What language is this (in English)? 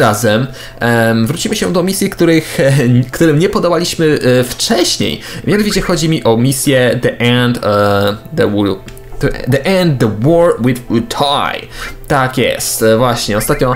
Polish